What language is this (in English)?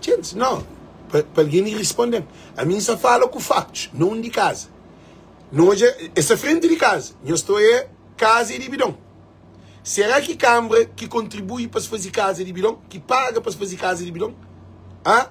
Kabuverdianu